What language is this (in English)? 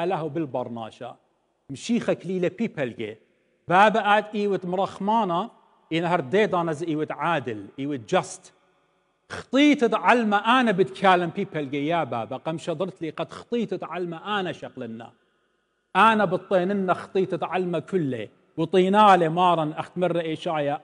Assyrian Neo-Aramaic